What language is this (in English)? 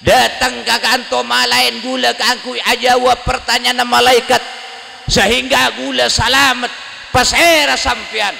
Madurese